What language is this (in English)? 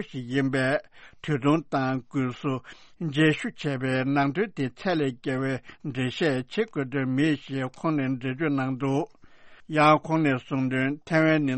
Tibetan